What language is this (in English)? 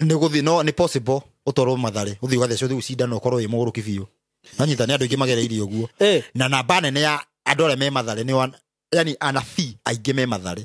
Kikuyu